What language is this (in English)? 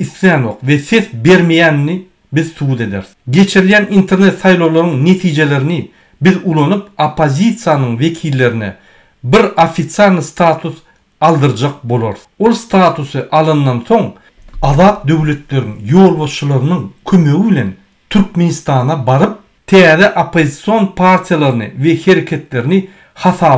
Turkmen